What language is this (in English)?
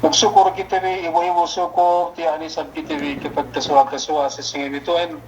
Yakan